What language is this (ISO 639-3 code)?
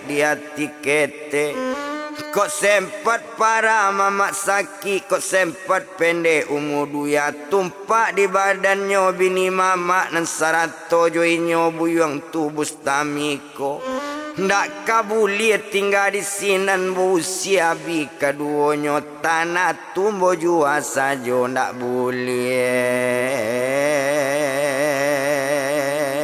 min